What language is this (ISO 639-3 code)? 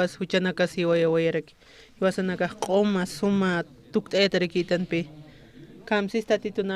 aym